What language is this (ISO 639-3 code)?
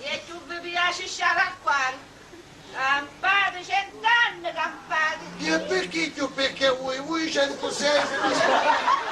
scn